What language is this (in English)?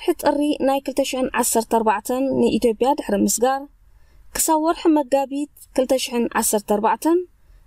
Tigrinya